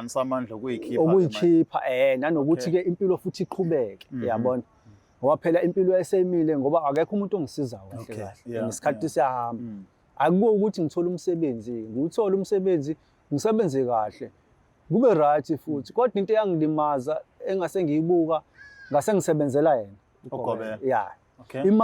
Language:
Zulu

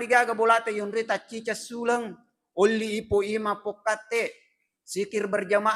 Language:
Buginese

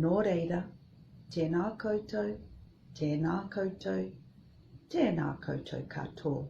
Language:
Māori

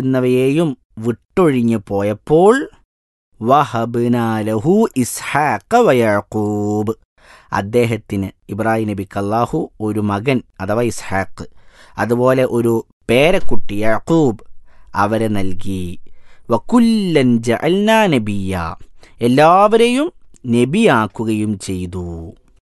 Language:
Malayalam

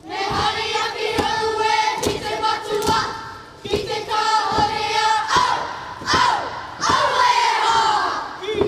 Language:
Māori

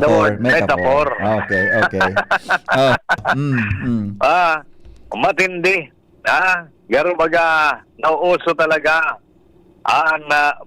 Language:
Bikol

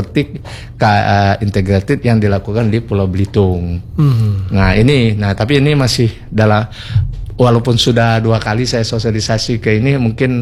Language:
Indonesian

